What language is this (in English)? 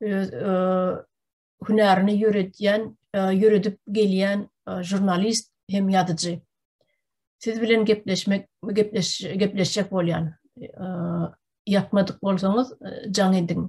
Turkmen